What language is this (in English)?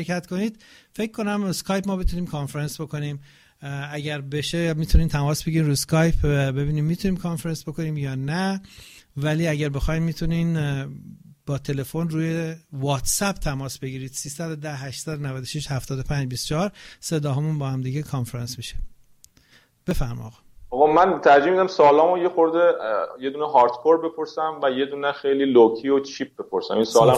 Persian